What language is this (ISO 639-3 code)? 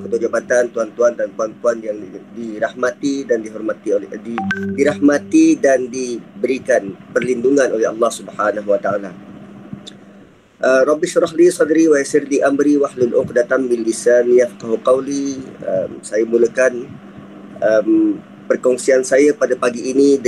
msa